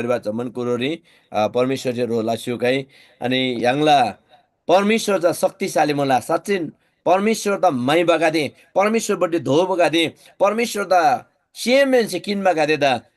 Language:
Eastern Tamang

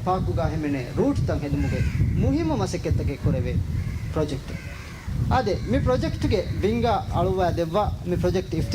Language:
Divehi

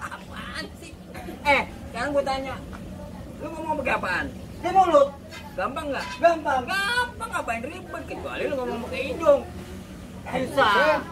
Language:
Betawi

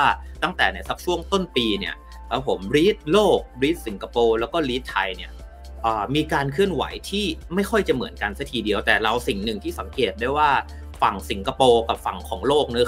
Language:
Thai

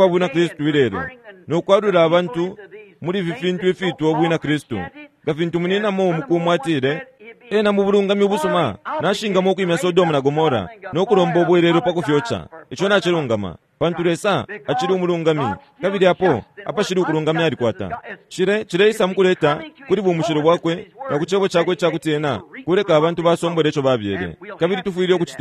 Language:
Bemba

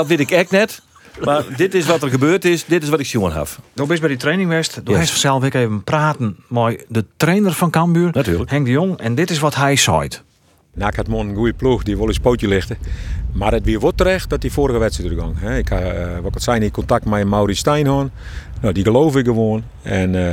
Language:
Western Frisian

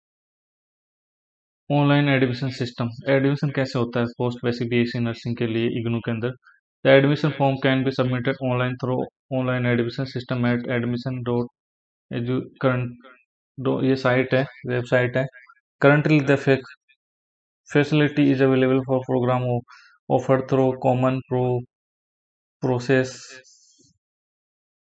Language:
Hindi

